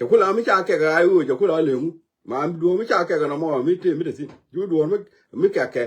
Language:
Nuer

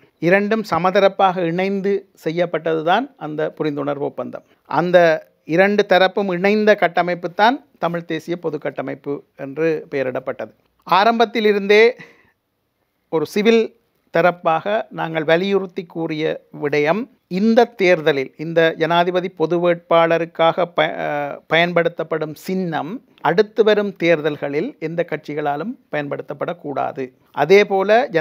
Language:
Tamil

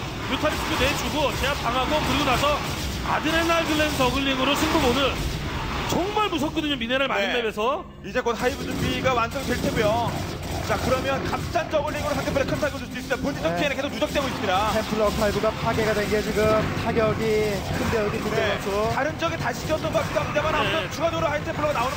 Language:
Korean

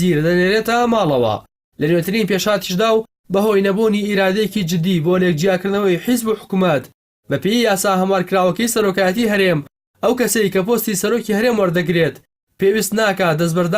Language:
Central Kurdish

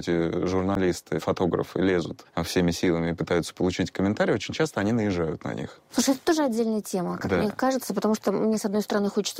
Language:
Russian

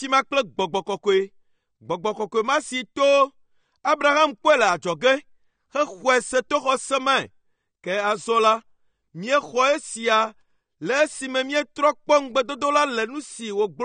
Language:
Ewe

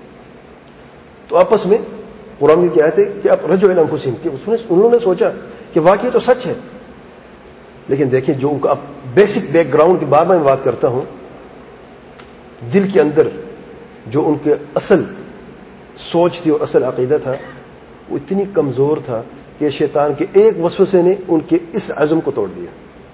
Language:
Urdu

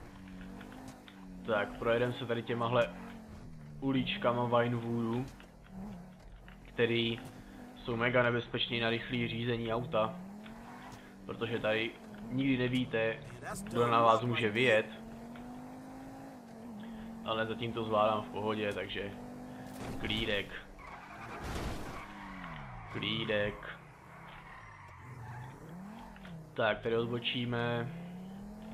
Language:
Czech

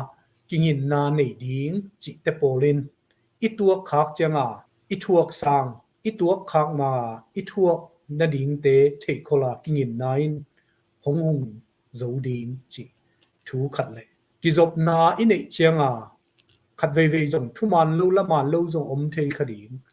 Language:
Tedim Chin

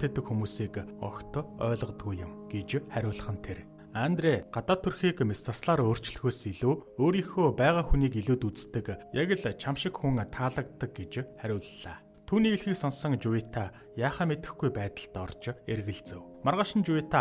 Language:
Mongolian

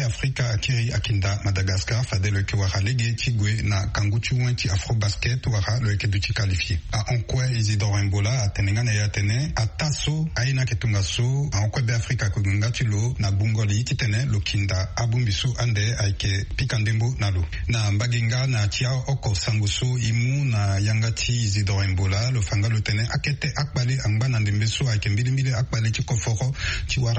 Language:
Sango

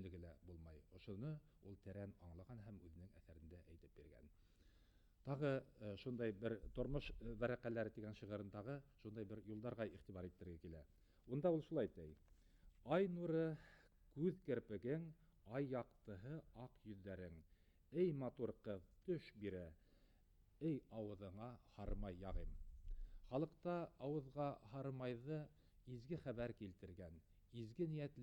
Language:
Bashkir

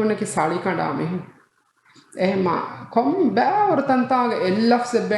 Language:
Divehi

